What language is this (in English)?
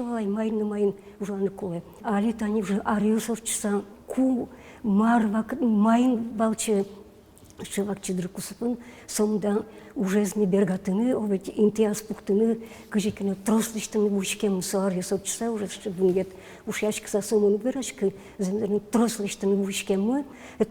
Udmurt